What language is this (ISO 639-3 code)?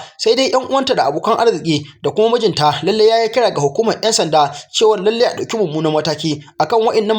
hau